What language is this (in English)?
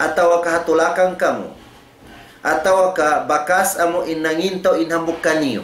Tausug